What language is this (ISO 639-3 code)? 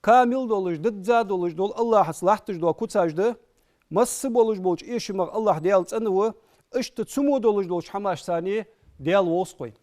inh